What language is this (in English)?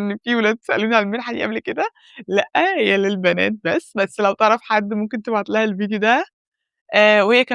Egyptian Arabic